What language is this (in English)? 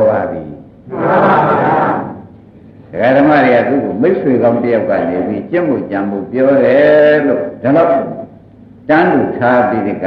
Burmese